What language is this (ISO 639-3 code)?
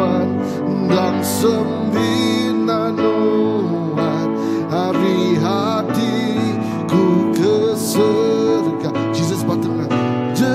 iba